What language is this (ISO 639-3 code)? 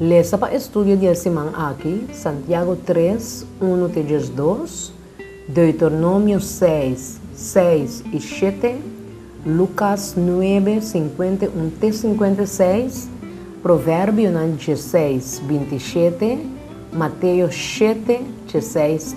pap